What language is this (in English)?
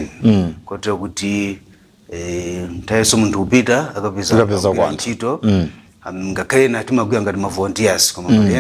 Nyanja